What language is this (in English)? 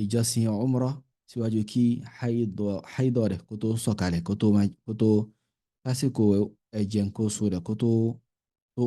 Yoruba